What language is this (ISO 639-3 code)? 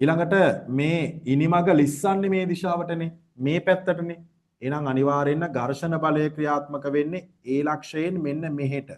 sin